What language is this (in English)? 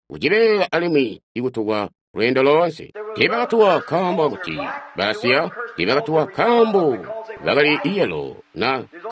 Tonga (Zambia)